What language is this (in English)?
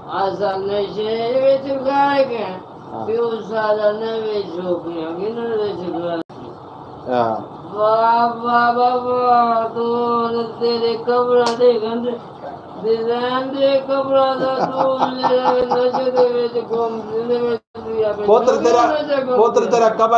Saraiki